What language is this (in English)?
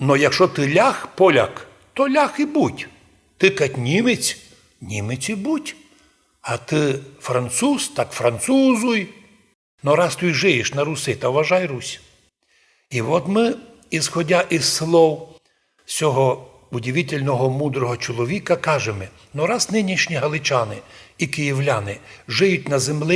Rusyn